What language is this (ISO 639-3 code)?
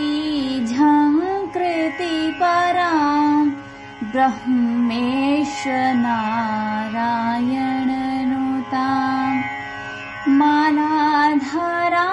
san